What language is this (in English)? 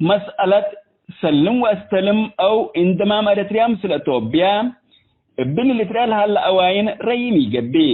Tigre